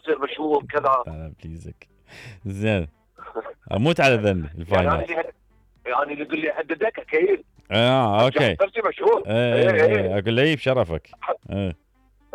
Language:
Mesopotamian Arabic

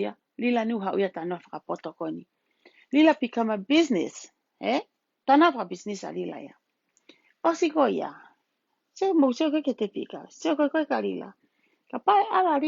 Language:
Tongan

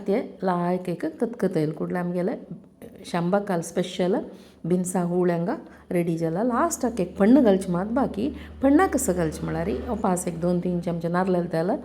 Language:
Konkani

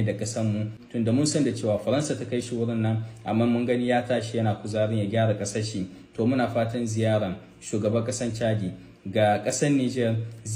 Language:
Hausa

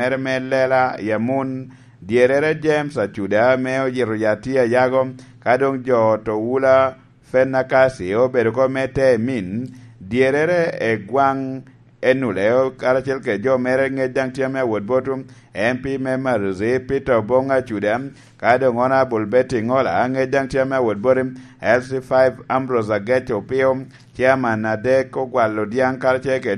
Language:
Lango (Uganda)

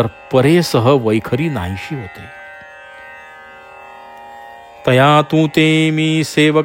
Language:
Marathi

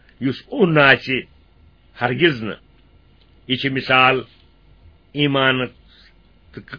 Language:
Kashmiri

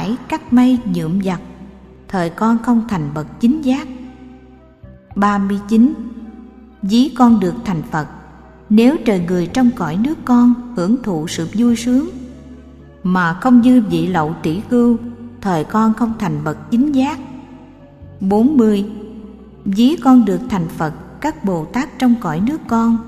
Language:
Vietnamese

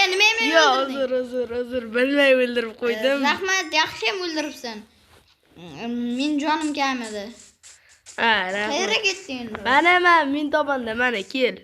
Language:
Uzbek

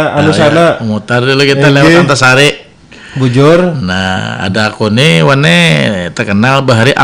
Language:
Banjar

